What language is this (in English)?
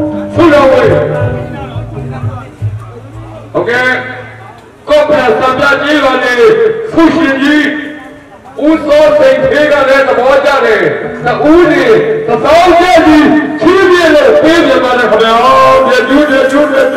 Burmese